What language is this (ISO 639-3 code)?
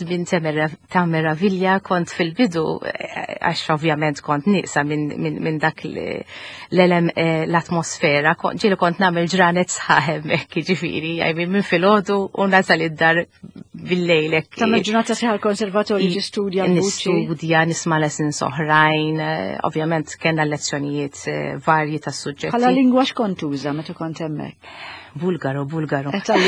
mlt